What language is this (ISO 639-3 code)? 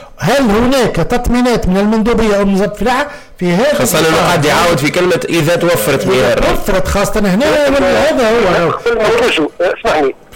aeb